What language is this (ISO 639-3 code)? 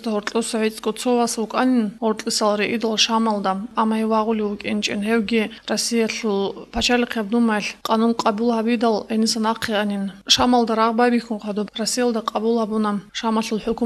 ava